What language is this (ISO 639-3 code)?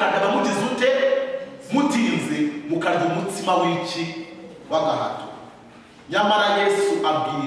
kin